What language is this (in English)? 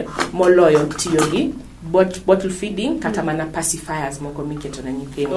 Luo (Kenya and Tanzania)